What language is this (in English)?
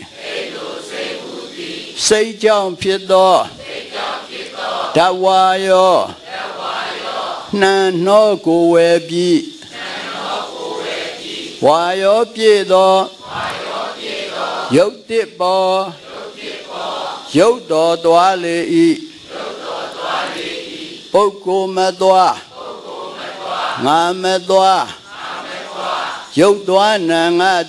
Burmese